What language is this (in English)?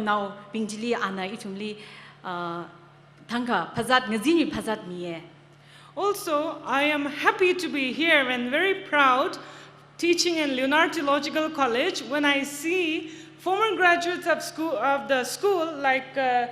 Tangkhul Naga (India)